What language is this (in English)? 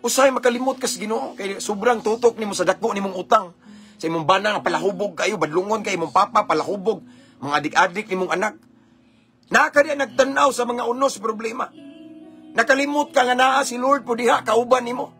Cebuano